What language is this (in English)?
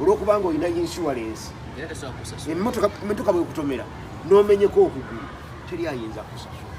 Ganda